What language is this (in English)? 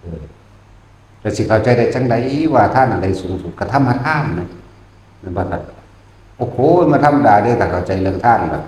Northeastern Thai